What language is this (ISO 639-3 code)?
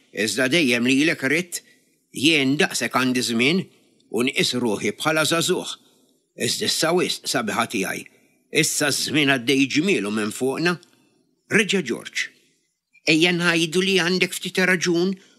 mlt